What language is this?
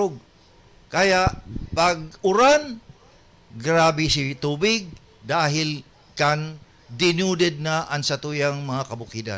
Bikol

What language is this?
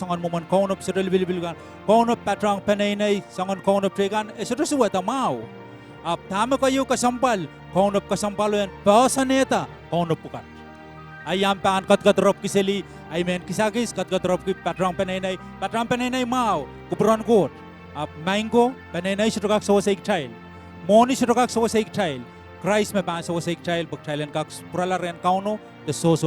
Pohnpeian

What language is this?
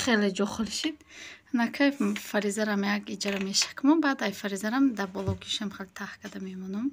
Tajik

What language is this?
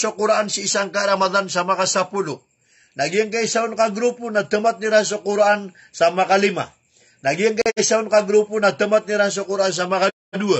Maranao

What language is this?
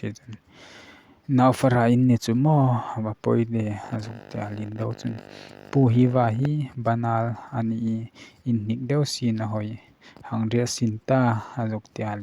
Hmar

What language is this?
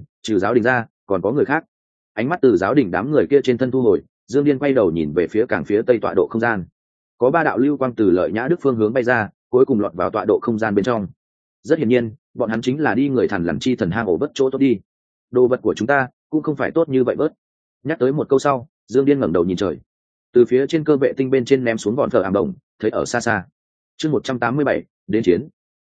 Vietnamese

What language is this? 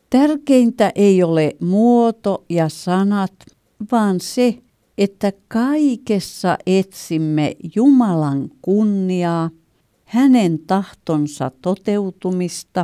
Finnish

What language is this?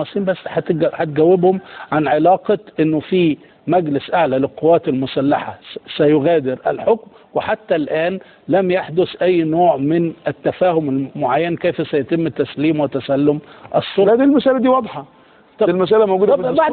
Egyptian Arabic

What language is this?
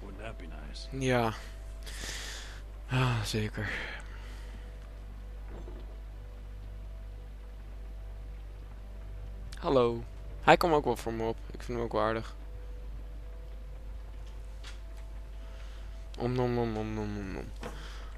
Dutch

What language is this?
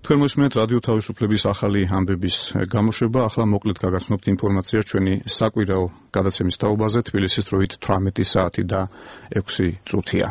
Georgian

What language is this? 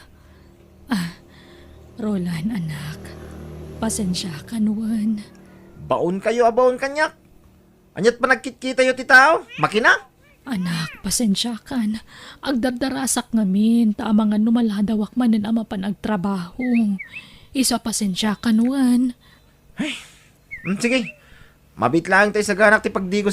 Iloko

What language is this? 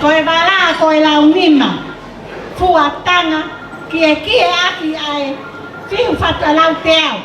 Tongan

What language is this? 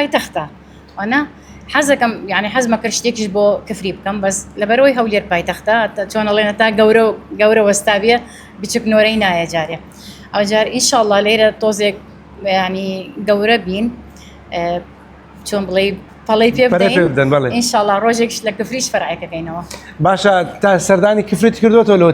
Central Kurdish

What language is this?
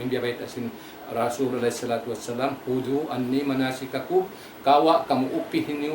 Tausug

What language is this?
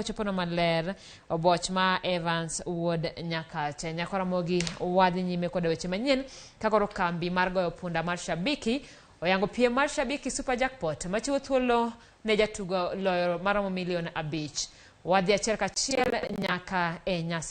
Luo (Kenya and Tanzania)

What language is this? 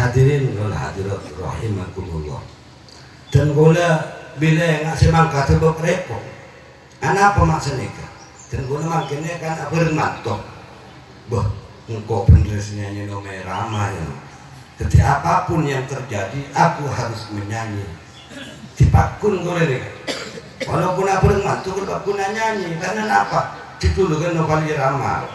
Madurese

